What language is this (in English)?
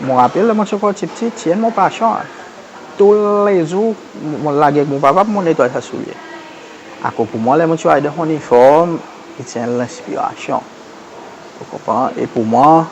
Seselwa Creole French